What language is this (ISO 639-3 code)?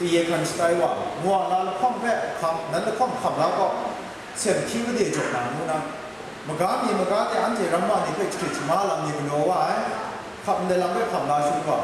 kac